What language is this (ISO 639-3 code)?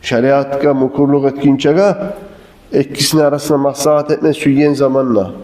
kum